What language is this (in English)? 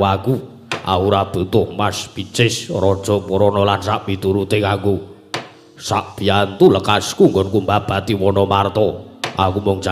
Javanese